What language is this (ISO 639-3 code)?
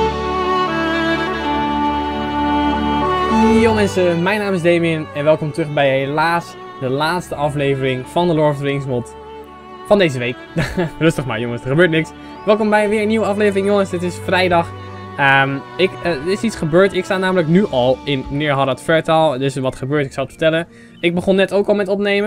nld